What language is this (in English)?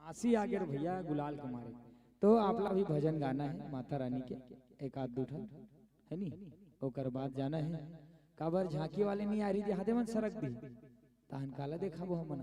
Chhattisgarhi